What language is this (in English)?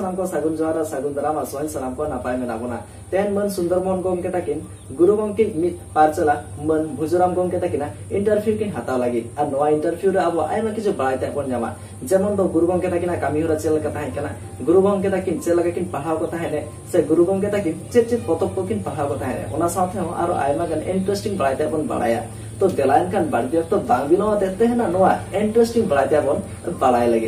Santali